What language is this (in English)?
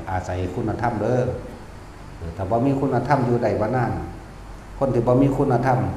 Northeastern Thai